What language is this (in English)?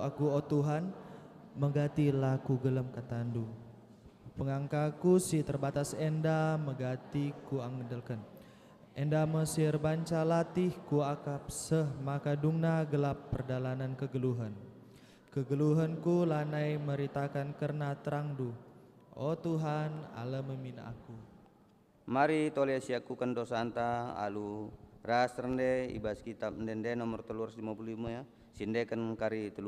Batak Karo